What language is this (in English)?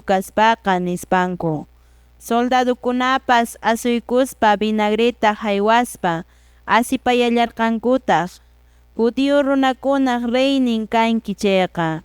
Quechua